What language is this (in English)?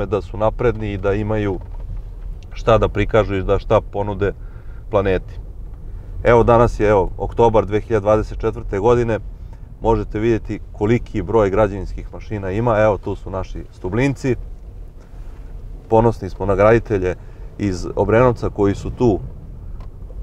Serbian